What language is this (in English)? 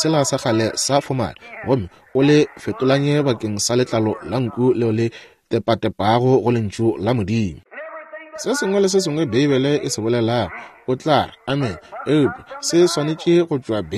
Northern Sotho